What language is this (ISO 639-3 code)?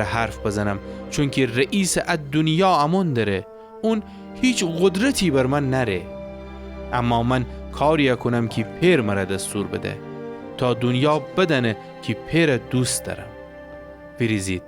glk